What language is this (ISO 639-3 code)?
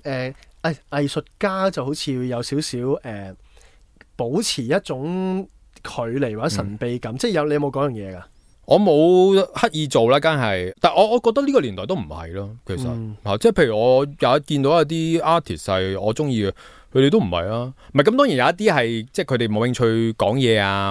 yue